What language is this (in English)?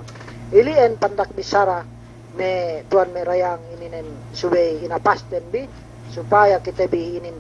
Yakan